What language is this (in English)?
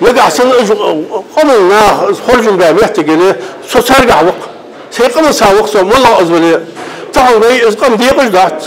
Ingush